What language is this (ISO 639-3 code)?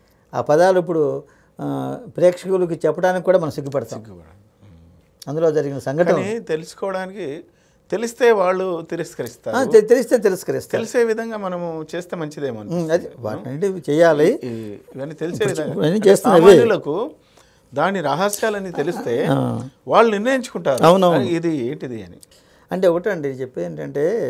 tel